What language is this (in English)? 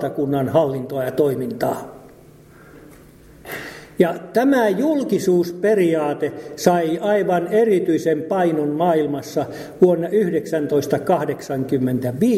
Finnish